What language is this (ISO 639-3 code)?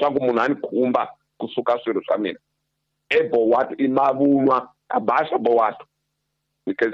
tso